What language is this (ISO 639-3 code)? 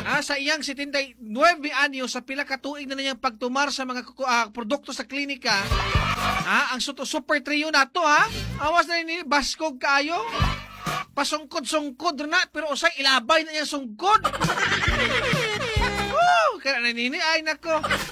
ceb